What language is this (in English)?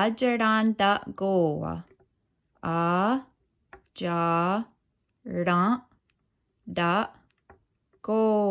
Mohawk